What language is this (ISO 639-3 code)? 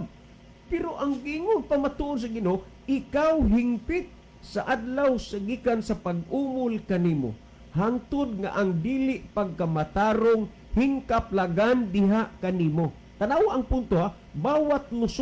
ceb